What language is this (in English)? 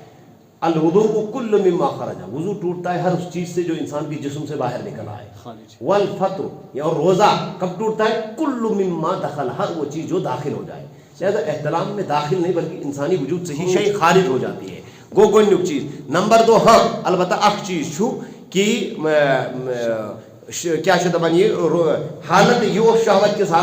Kashmiri